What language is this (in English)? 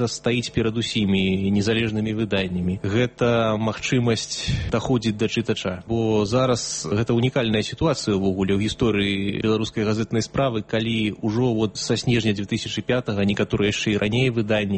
Belarusian